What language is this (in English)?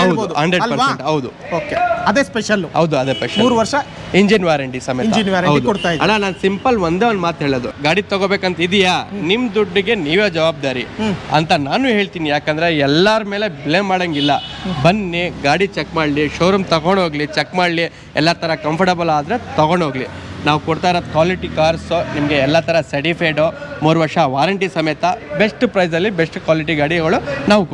Kannada